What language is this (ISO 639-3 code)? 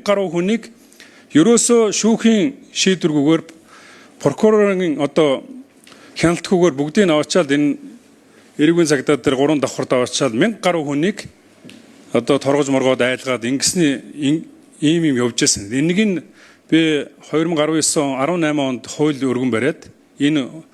mon